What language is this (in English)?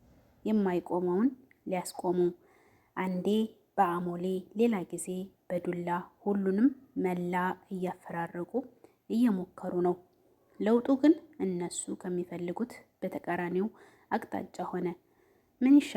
Amharic